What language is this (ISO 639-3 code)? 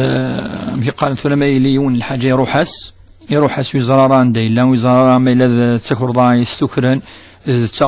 kab